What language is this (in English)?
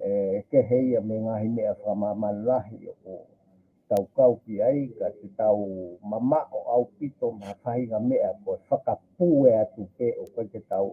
Tongan